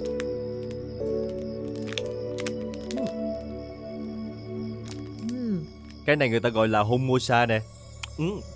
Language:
Vietnamese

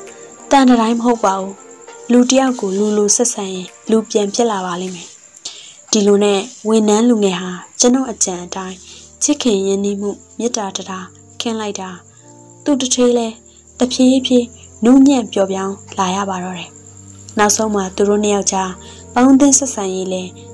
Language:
Burmese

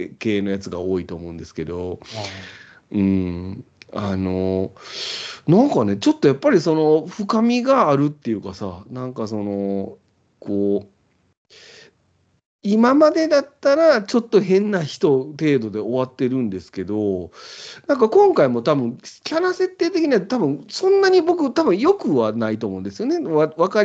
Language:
Japanese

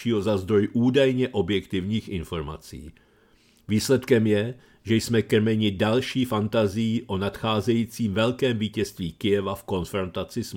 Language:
Czech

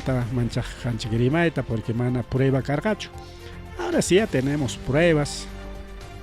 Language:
Ayacucho Quechua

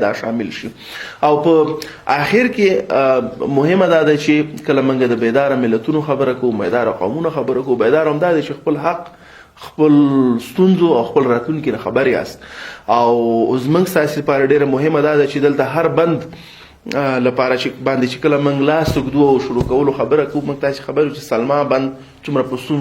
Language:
Pashto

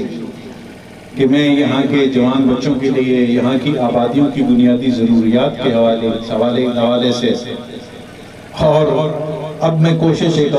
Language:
Urdu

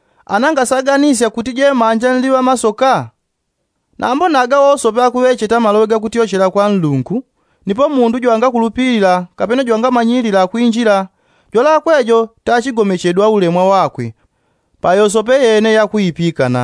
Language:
Yao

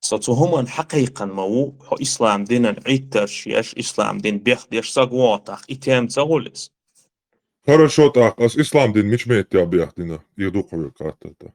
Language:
Chechen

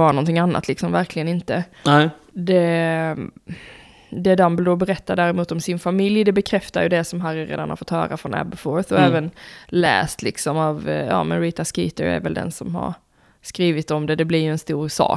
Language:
Swedish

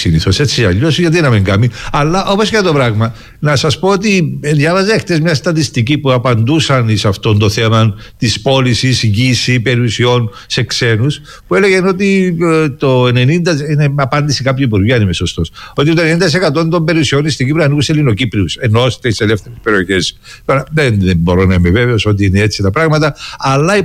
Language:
Greek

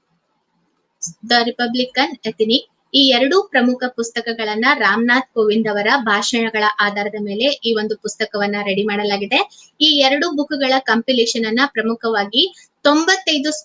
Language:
Kannada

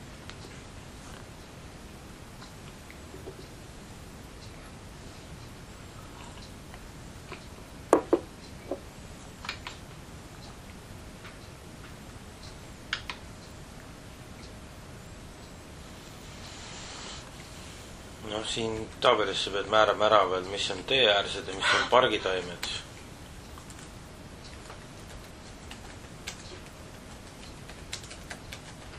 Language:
Estonian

